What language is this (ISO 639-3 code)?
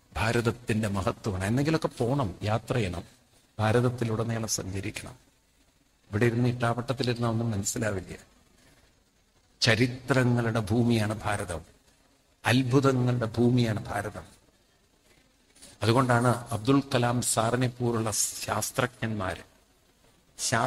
mal